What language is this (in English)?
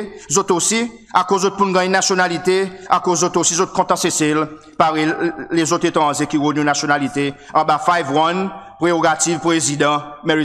Seselwa Creole French